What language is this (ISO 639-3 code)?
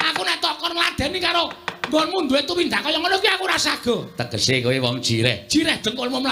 jav